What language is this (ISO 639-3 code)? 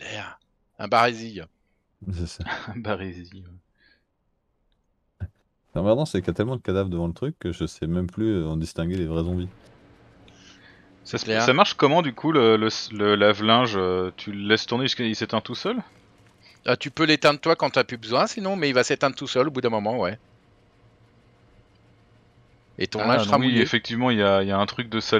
fra